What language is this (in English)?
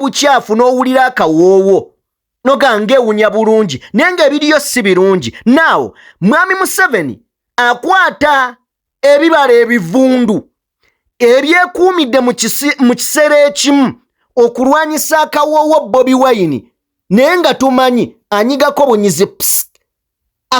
Ganda